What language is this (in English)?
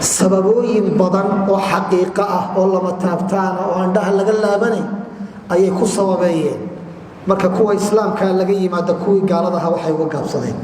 Somali